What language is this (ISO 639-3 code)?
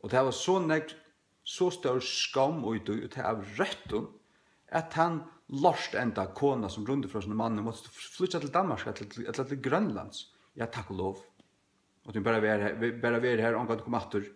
fao